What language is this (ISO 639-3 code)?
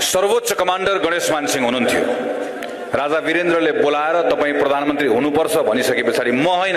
nep